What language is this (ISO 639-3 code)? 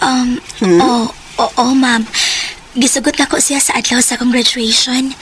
ceb